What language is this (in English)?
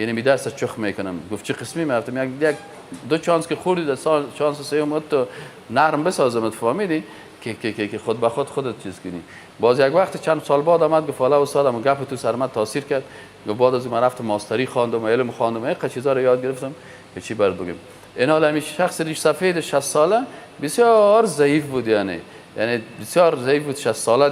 Persian